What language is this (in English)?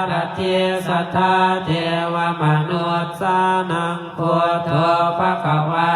Pali